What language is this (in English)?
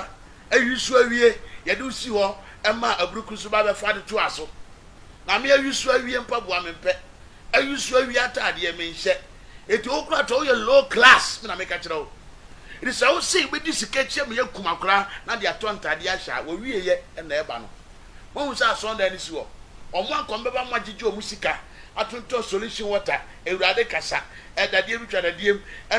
Akan